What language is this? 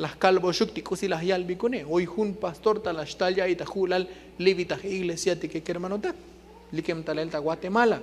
Tzotzil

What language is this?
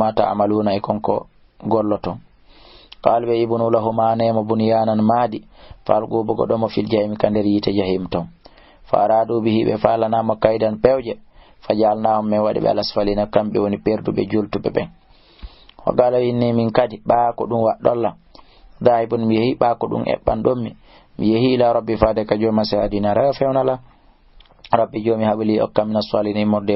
Fula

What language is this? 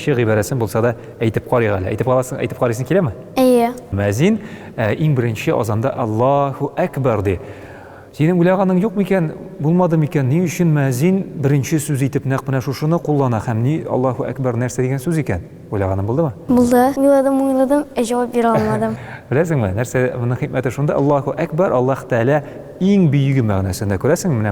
Tatar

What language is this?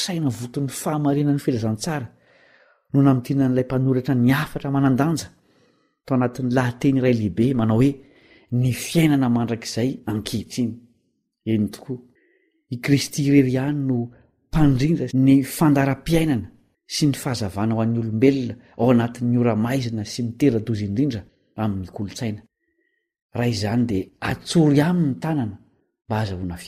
Malagasy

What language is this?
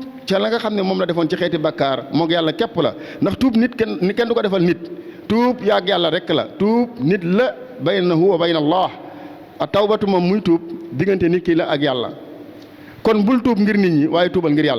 Wolof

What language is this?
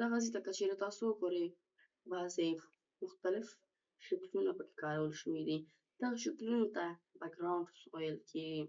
Pashto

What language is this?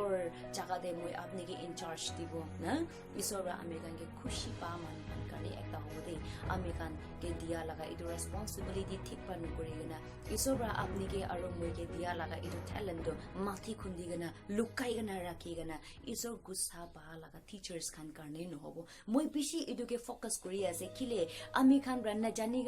Naga Pidgin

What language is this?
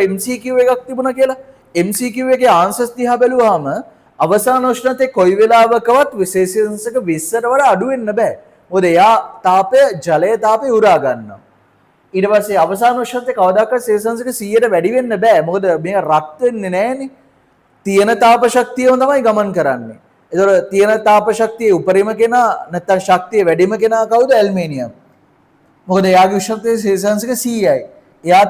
Sinhala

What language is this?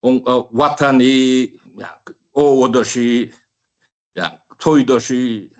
Turkmen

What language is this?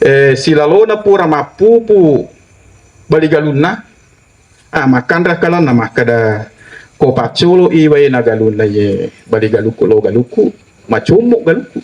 Buginese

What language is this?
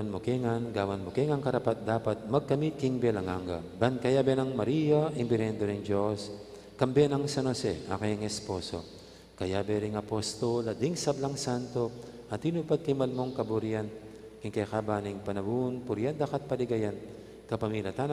Pampanga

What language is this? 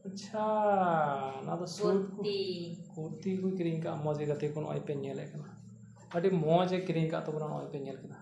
Santali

